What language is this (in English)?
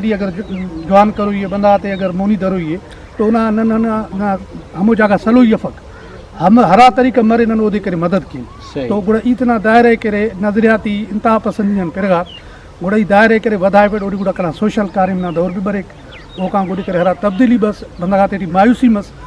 Brahui